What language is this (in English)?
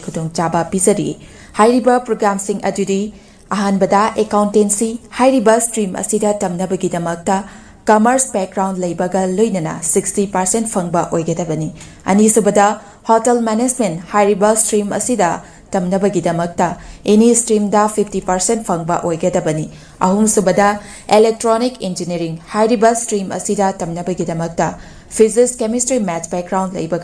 Manipuri